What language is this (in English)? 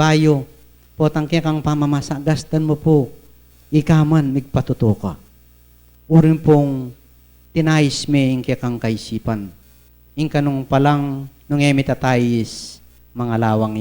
Pampanga